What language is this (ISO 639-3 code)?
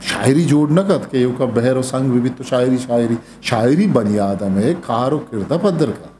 bgp